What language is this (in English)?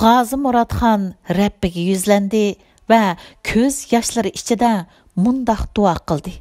Uyghur